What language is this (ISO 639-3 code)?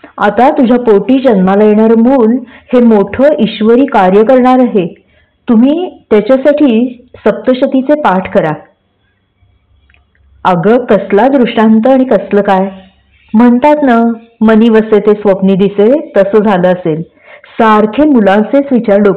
mar